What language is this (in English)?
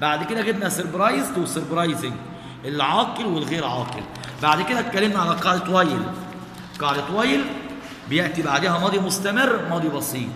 Egyptian Arabic